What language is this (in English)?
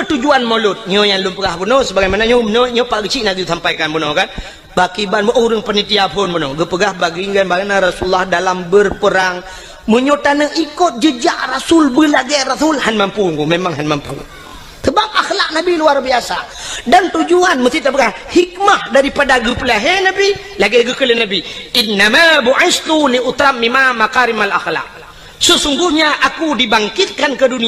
Achinese